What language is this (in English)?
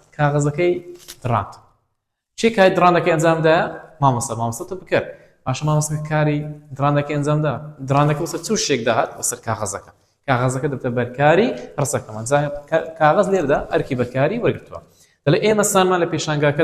Central Kurdish